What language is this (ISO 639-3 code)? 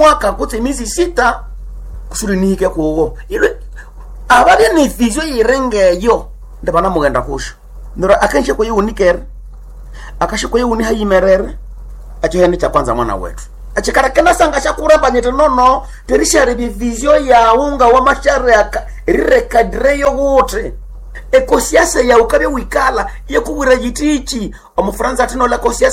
nnb